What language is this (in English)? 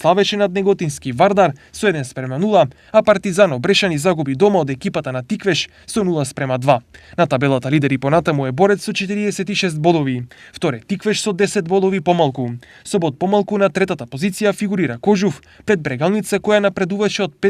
Macedonian